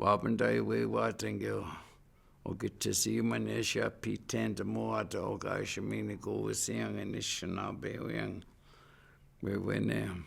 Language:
Chippewa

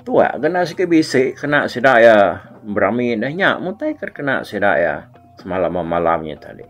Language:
Iban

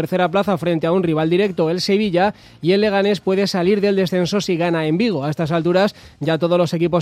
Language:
Spanish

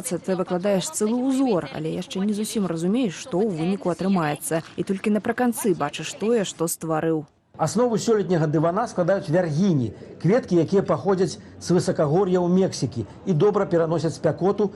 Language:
Belarusian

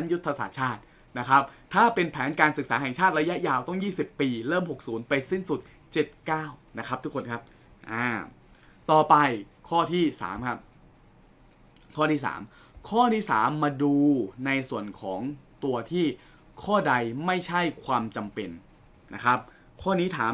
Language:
Thai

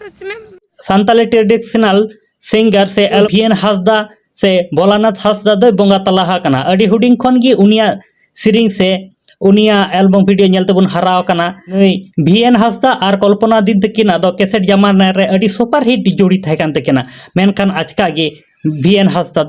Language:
Santali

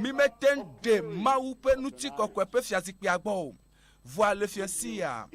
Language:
Ewe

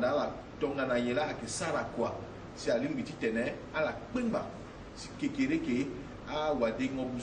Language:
Sango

